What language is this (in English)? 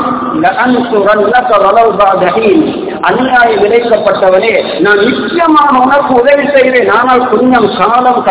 Tamil